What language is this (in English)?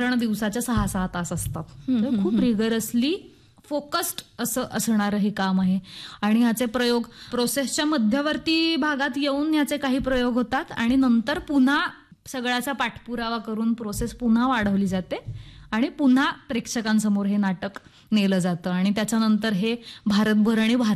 Marathi